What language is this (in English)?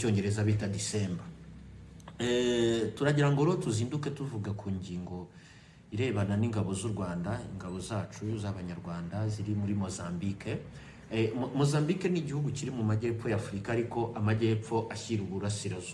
Kinyarwanda